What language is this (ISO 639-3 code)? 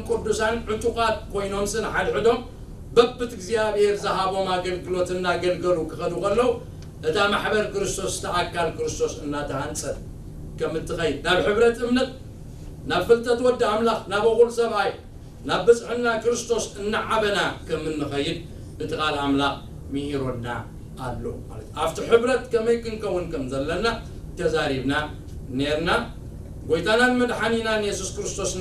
tir